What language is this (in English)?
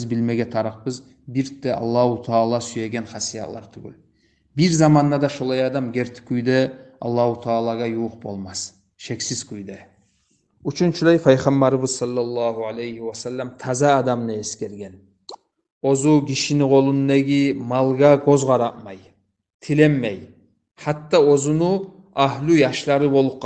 Kumyk